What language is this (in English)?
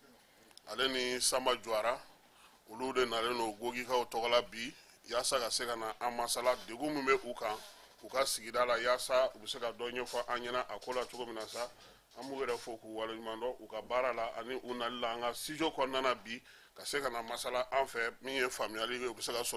Bambara